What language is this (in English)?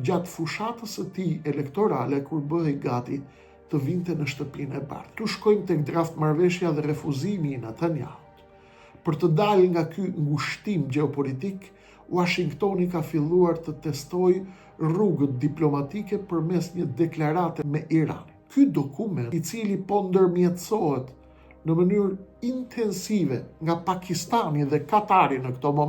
Albanian